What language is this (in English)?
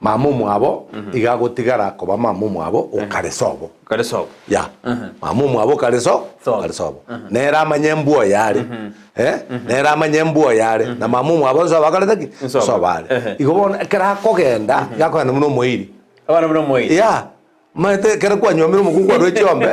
Gusii